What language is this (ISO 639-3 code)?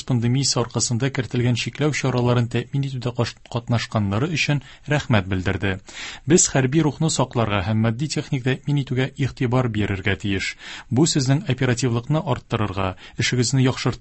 tat